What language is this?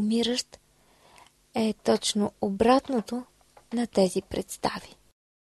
Bulgarian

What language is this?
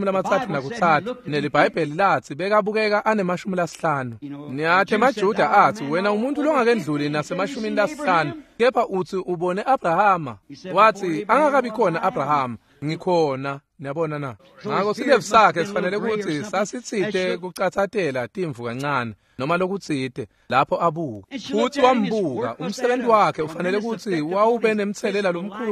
Swati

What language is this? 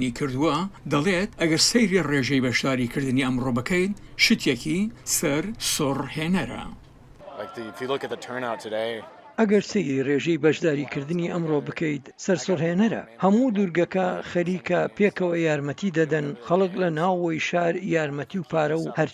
Central Kurdish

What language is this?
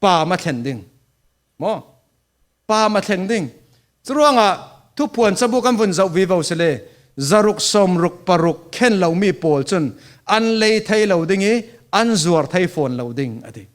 Falam Chin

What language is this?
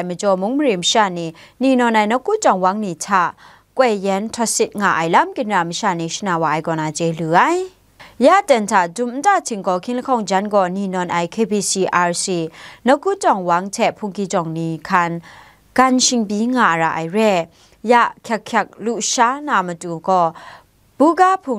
Kachin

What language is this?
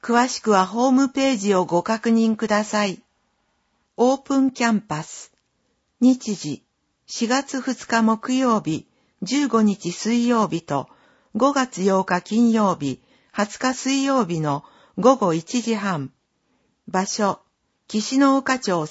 Japanese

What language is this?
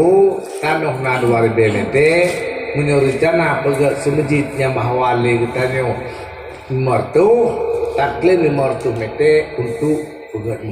Achinese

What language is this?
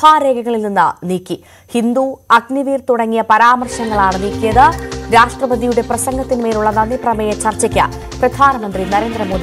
Malayalam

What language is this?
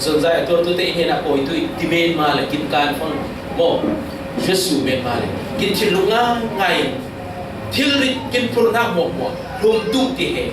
Falam Chin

